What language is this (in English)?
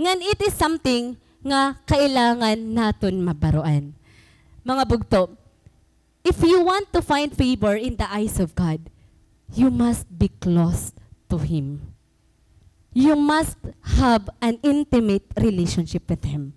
Waray